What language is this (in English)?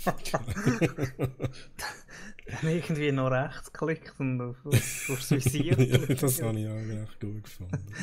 Swiss German